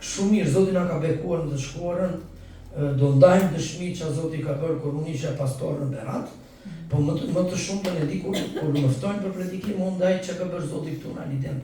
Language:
Albanian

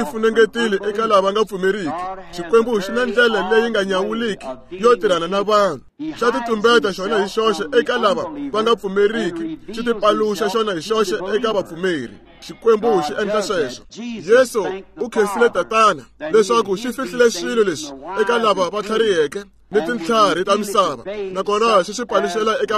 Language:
Tsonga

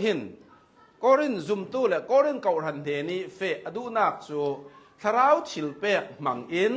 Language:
Hakha Chin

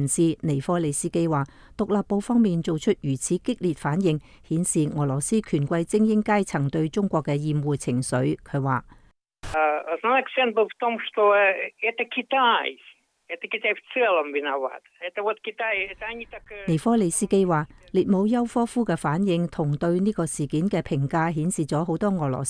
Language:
Cantonese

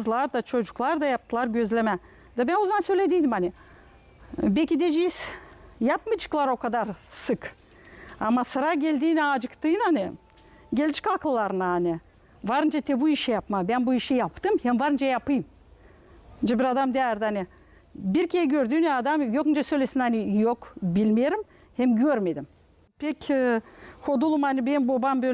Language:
Gagauz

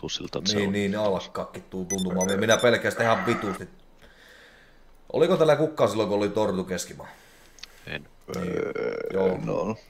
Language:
Finnish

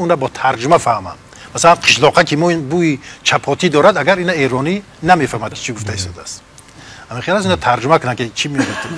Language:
Tajik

